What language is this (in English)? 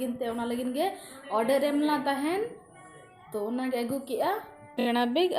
Santali